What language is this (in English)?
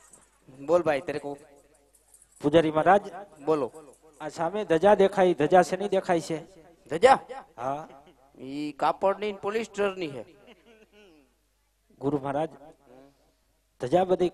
Gujarati